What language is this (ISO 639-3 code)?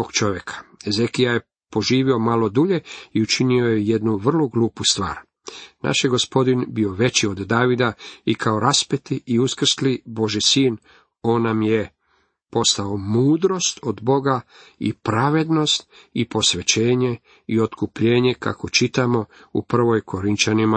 hrv